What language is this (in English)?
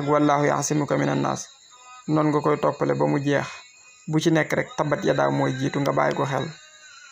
Wolof